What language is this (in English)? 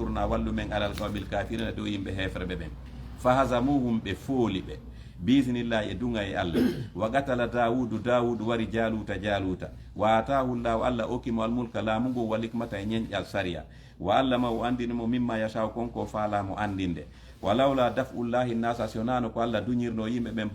Fula